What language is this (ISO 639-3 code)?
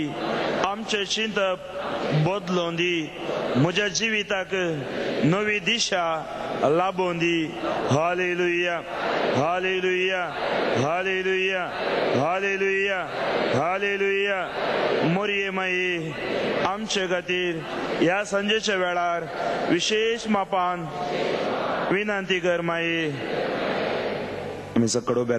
kok